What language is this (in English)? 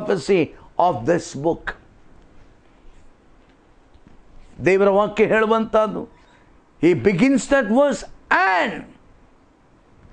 Kannada